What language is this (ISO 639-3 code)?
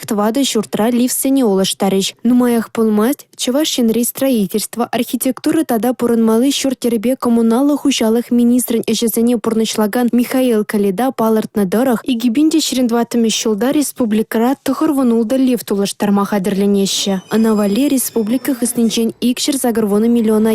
chv